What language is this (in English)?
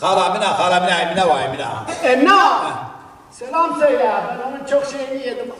Zaza